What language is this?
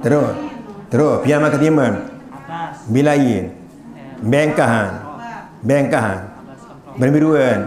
Sasak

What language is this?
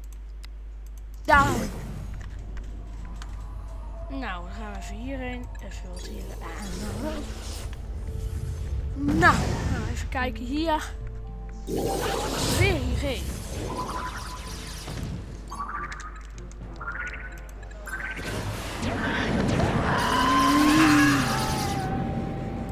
Dutch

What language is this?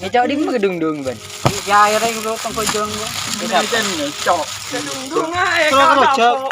Madurese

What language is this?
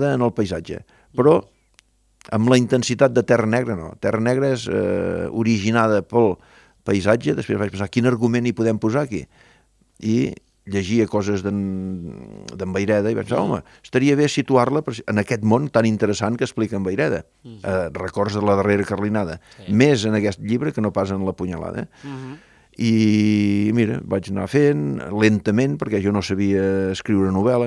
Catalan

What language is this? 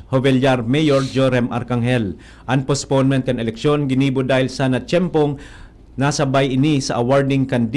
Bikol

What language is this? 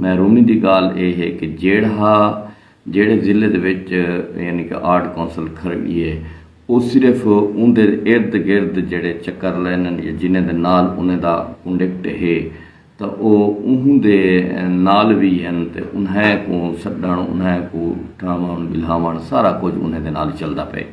Saraiki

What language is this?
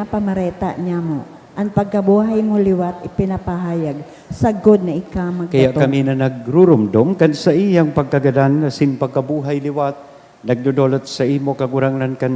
Bikol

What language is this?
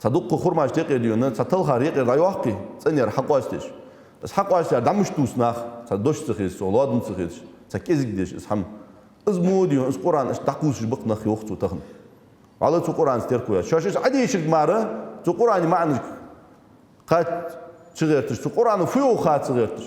Ingush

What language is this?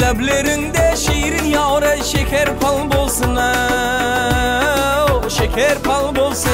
Kara-Kalpak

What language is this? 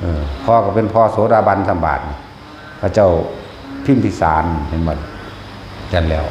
Northeastern Thai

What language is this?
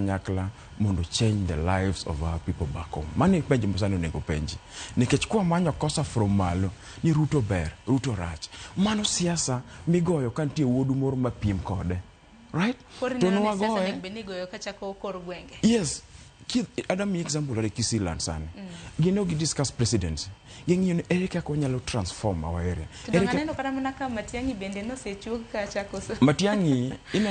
Luo (Kenya and Tanzania)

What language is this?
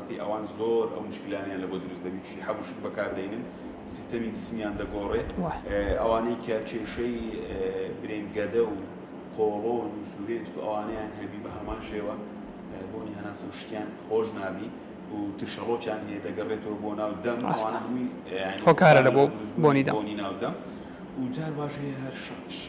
Central Kurdish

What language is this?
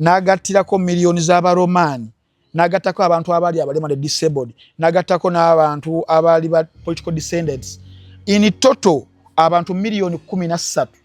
Ganda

